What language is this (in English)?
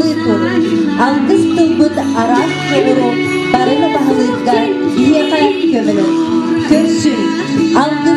Yakut